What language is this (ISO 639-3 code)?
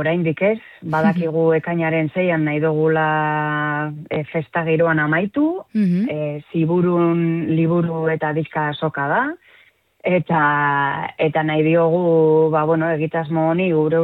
eus